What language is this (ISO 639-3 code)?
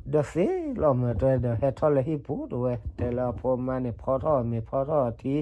ksw